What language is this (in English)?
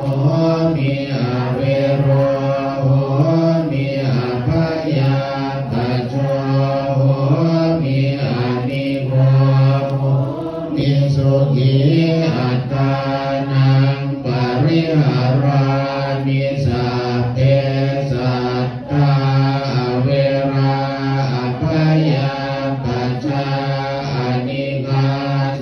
Pali